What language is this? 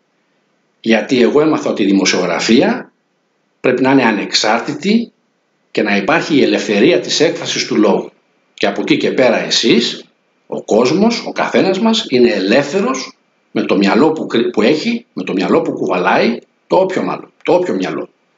Greek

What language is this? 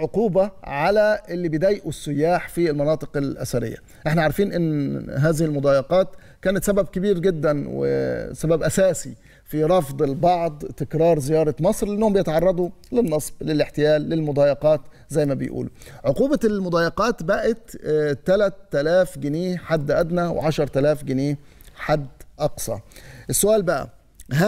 Egyptian Arabic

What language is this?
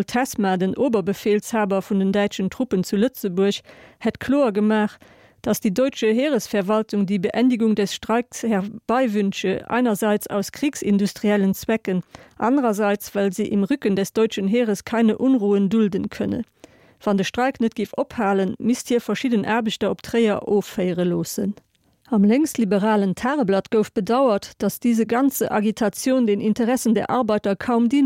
Luxembourgish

